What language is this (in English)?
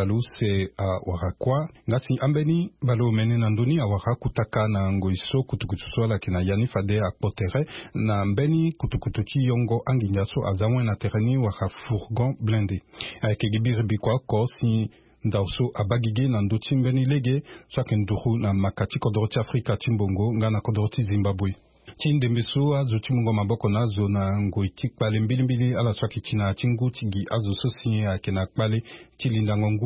Sango